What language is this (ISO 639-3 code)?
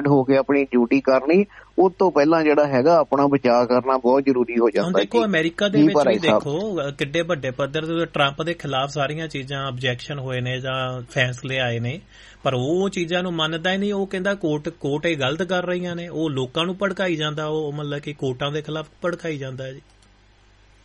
pan